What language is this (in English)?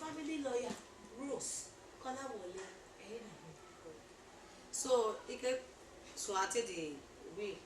Bini